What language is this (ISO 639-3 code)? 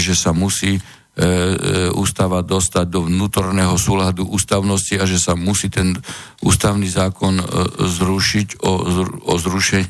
slk